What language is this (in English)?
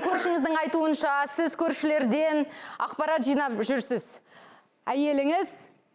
Kazakh